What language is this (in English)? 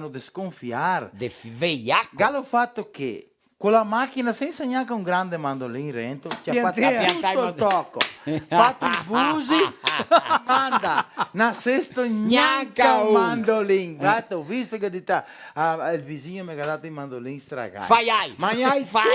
Venetian